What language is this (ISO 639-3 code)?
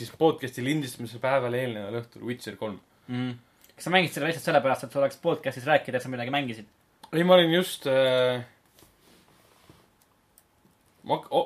est